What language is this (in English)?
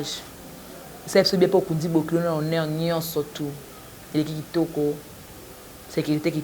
Lingala